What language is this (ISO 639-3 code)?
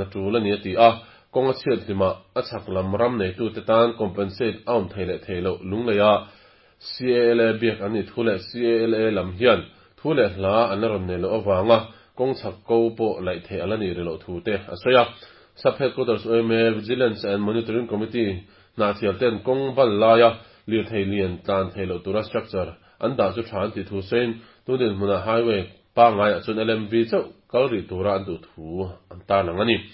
lus